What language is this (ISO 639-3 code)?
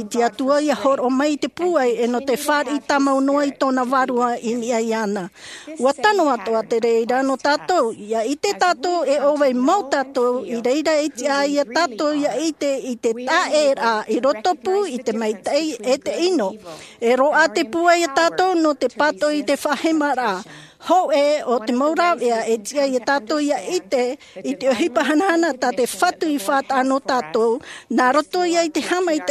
tah